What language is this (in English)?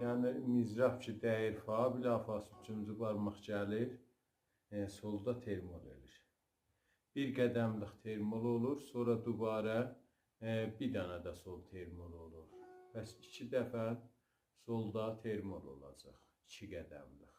South Azerbaijani